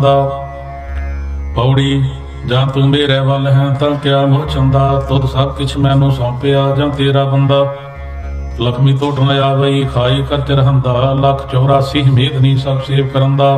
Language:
Punjabi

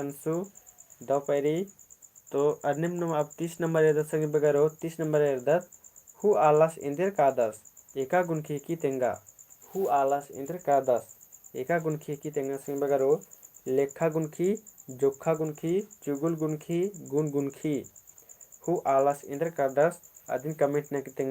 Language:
Kurukh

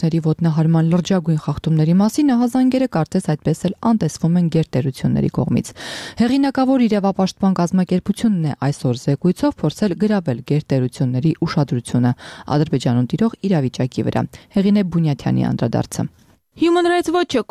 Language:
Armenian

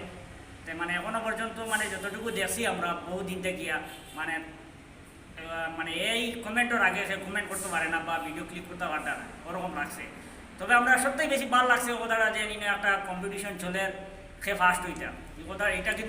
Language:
Sylheti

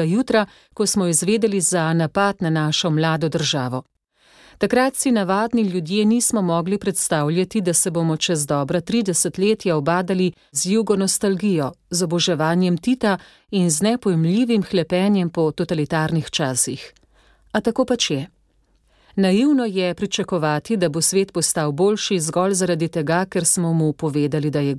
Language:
Slovenian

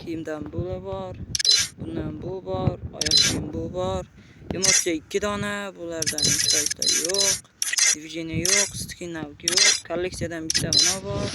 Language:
Uzbek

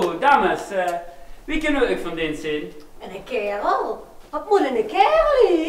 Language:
Limburgish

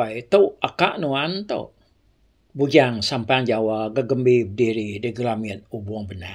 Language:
Iban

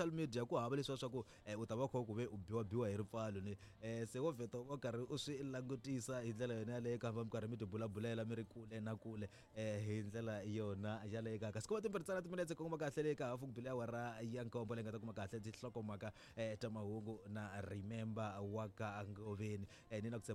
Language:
Tsonga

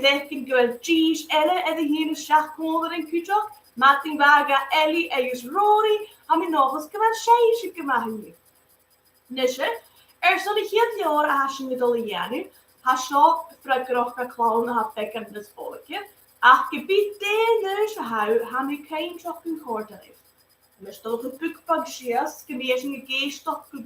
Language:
Scottish Gaelic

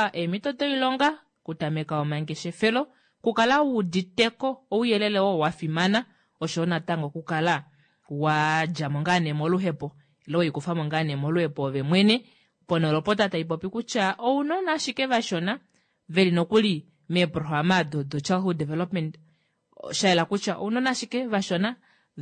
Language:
Kuanyama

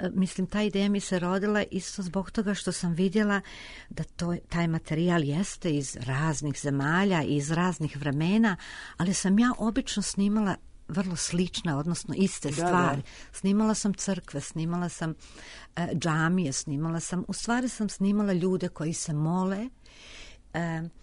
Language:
Serbian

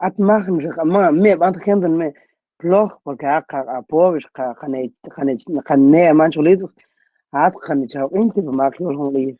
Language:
Mam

